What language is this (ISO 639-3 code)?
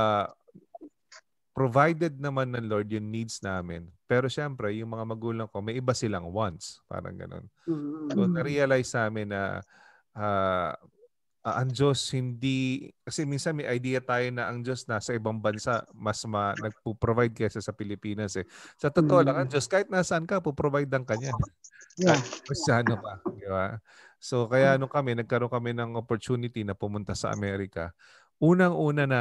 fil